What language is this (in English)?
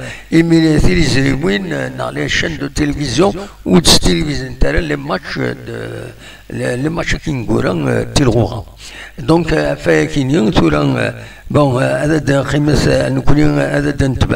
Kabyle